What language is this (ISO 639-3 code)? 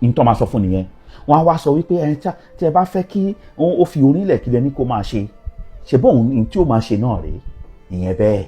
yor